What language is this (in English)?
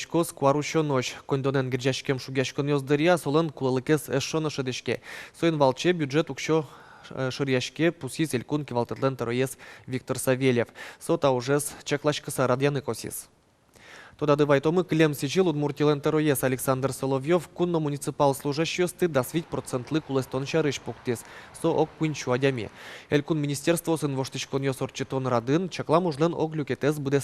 Udmurt